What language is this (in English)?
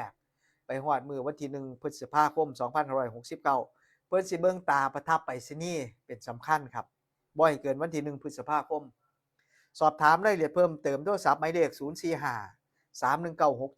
Northeastern Thai